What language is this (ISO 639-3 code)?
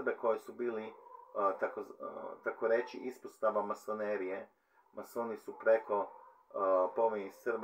hrv